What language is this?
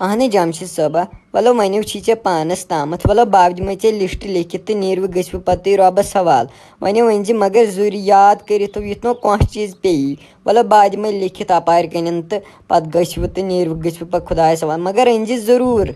Kashmiri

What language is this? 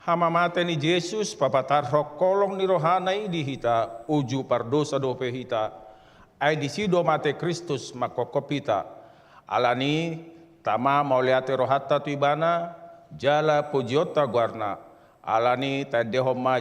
Batak Toba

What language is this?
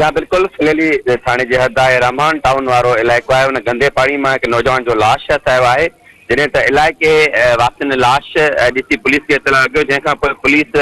Sindhi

